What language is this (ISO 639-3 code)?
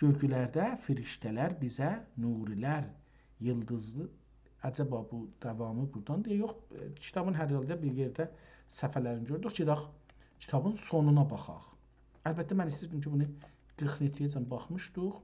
azb